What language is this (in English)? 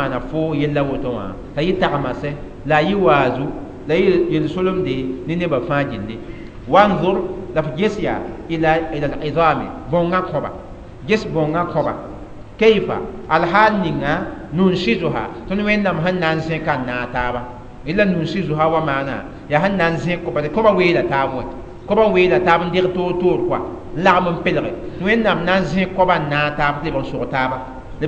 Mossi